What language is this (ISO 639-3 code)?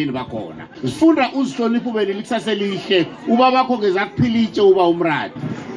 nbl